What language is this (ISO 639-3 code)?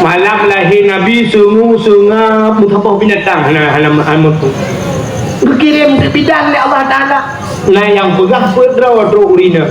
ace